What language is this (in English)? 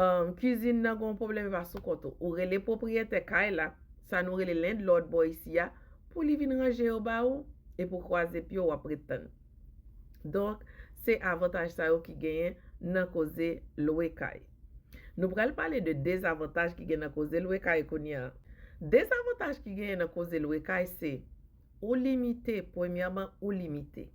Haitian Creole